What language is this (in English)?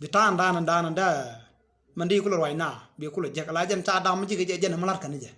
Nuer